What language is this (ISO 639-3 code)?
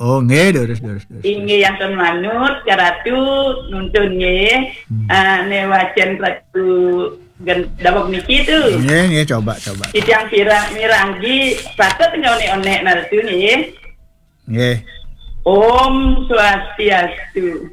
ban